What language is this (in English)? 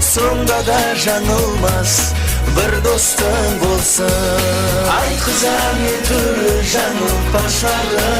Kara-Kalpak